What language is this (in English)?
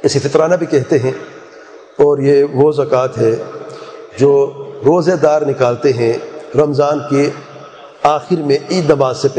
Urdu